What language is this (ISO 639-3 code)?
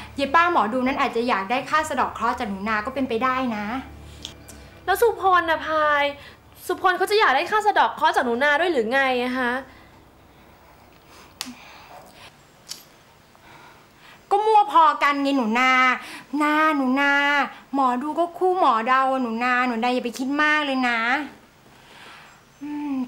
tha